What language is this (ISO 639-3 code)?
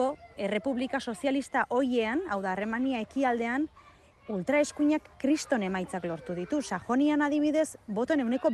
eus